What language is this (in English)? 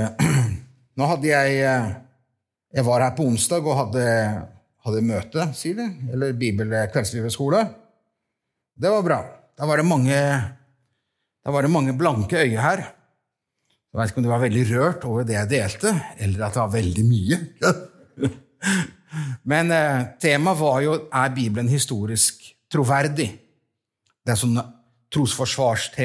Norwegian